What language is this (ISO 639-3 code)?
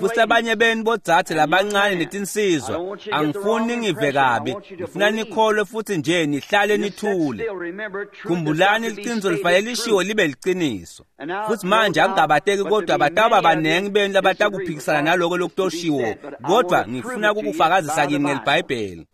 ssw